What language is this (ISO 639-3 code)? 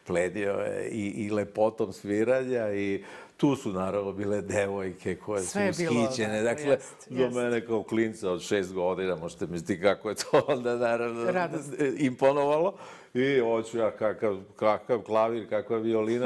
srp